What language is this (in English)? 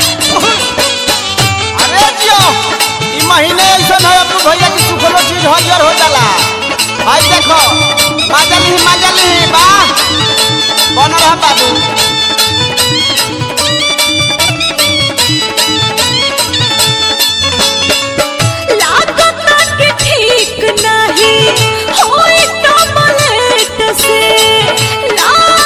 Bhojpuri